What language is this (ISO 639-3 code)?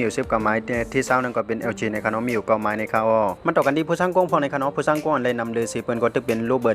shn